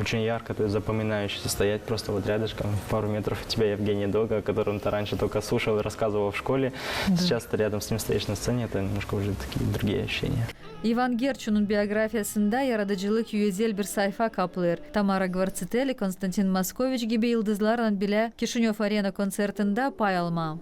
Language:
Gagauz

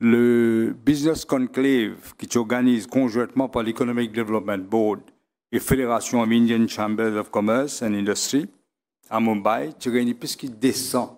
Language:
Morisyen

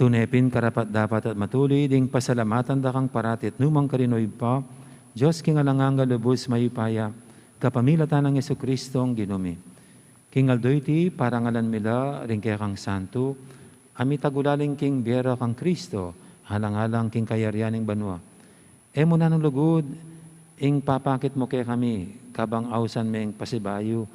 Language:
Pampanga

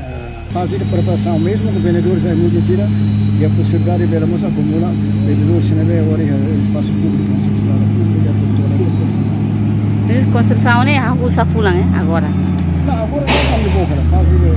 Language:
Tetum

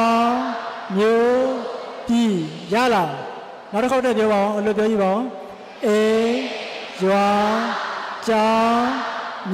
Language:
Burmese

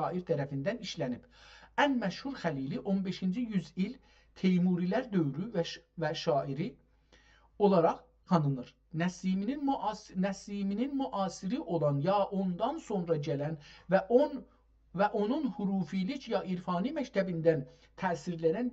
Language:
South Azerbaijani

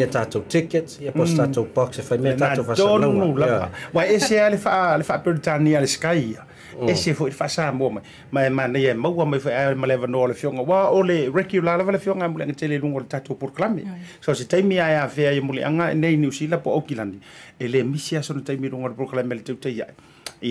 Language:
Samoan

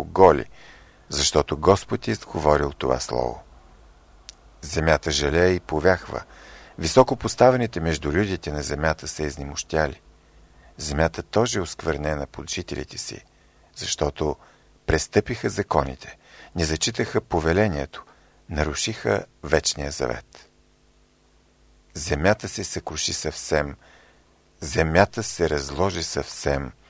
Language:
Bulgarian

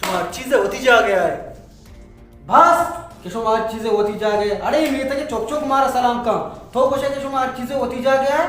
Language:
Baluchi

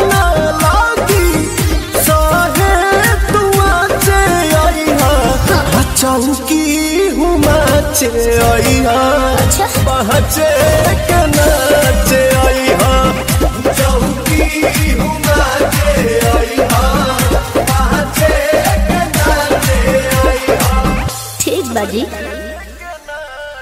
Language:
Bhojpuri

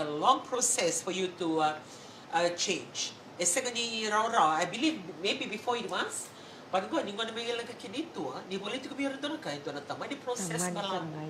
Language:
Fijian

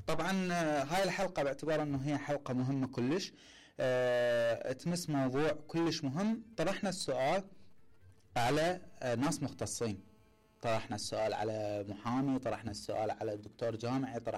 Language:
Mesopotamian Arabic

